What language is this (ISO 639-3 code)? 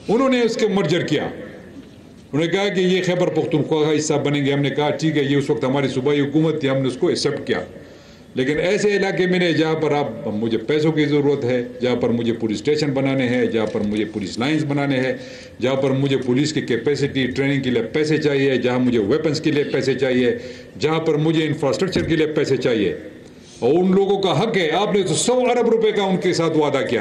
urd